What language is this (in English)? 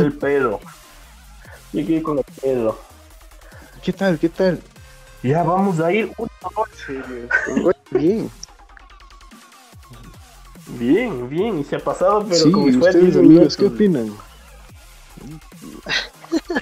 Spanish